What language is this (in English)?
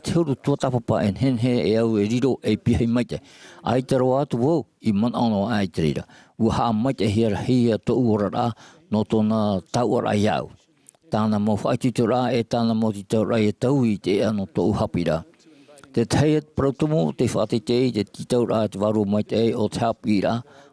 Tahitian